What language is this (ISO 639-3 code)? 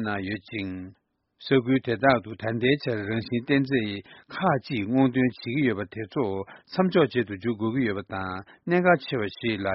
bod